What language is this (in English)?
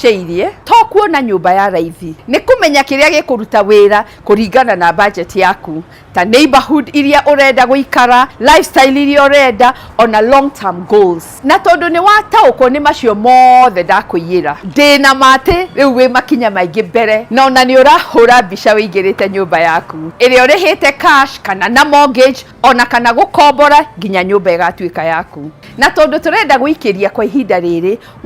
Kikuyu